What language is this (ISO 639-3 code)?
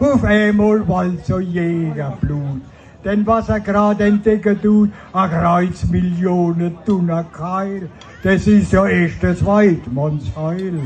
pfl